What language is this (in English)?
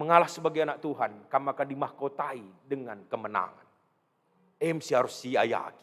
Batak Karo